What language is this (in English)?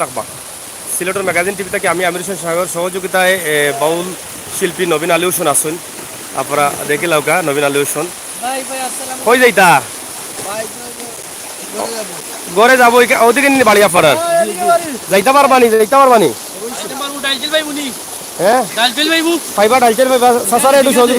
Sylheti